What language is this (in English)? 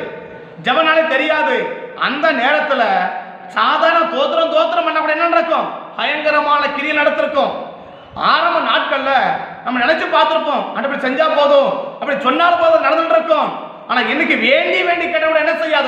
Tamil